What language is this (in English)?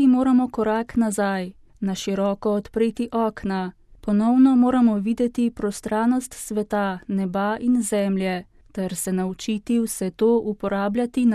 Slovenian